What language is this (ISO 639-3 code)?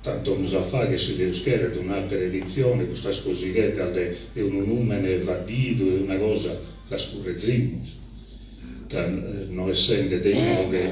srd